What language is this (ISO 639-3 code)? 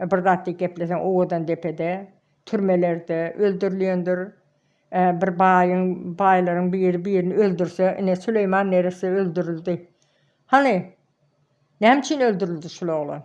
tuk